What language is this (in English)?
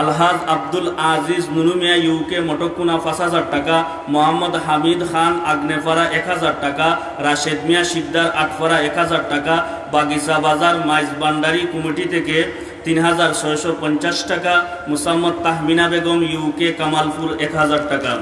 Sylheti